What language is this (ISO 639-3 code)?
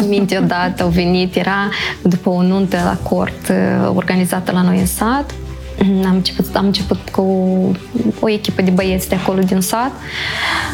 ron